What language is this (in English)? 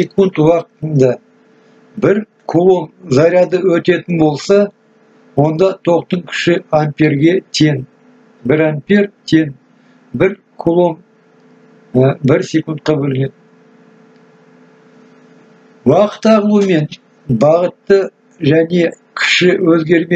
Kazakh